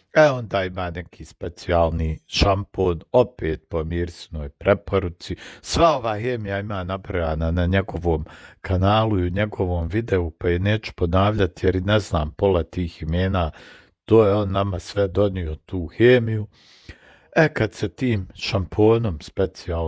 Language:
Bosnian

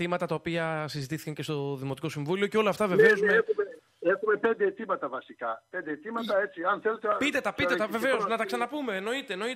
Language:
Greek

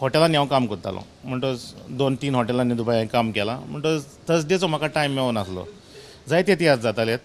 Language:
Konkani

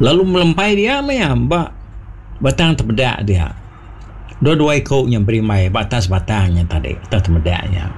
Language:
Iban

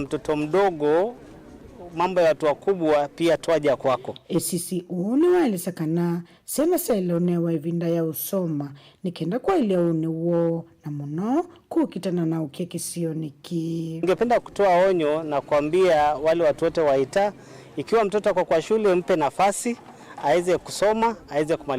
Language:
Kamba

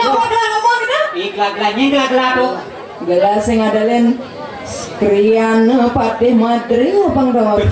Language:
Balinese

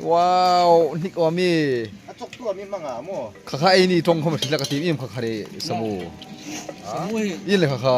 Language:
Hmar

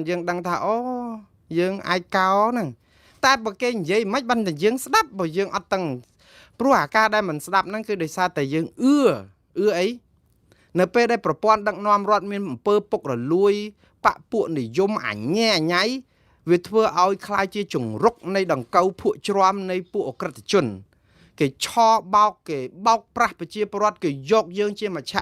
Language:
Khmer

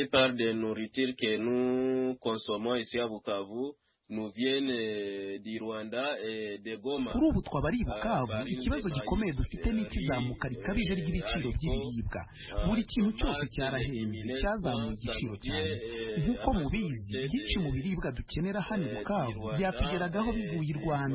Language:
Kinyarwanda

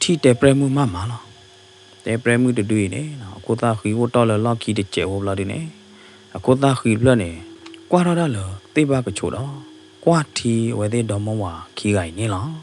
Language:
S'gaw Karen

